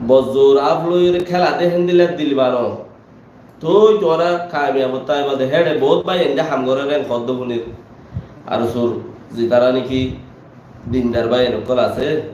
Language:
Rohingya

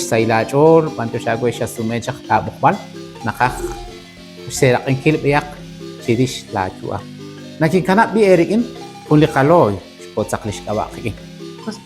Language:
Kekchí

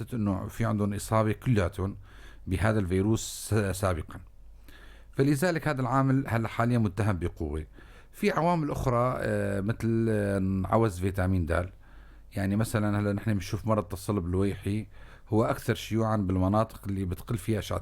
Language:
North Levantine Arabic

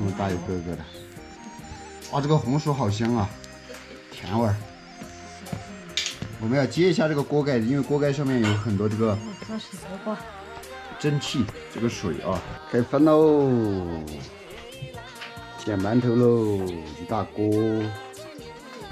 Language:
Chinese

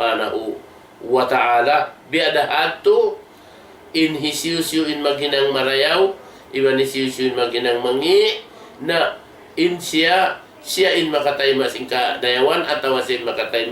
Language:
Tausug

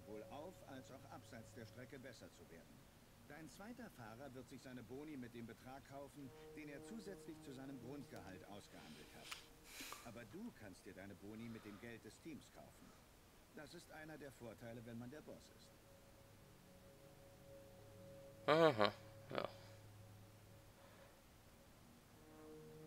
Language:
German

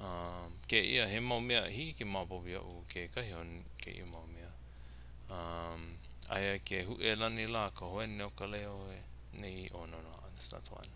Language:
Hawaiian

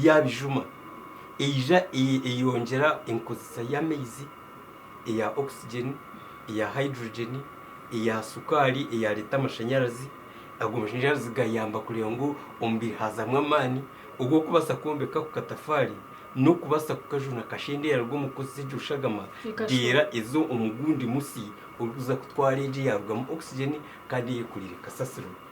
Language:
Nyankole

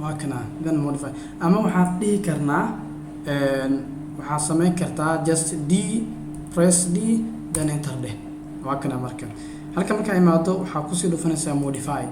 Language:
Somali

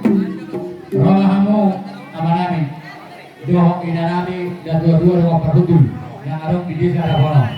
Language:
Batak Toba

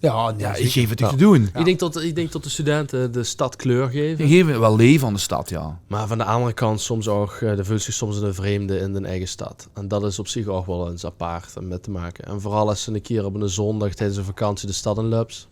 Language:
Limburgish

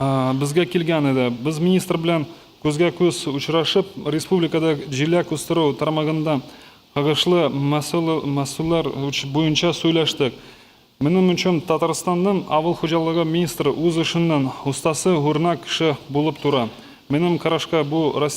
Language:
Tatar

